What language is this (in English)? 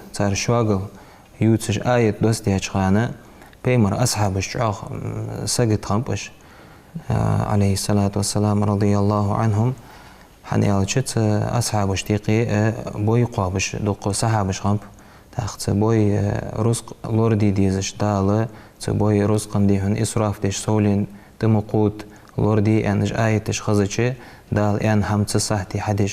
Ingush